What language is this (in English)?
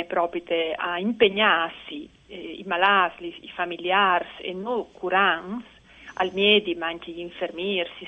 Friulian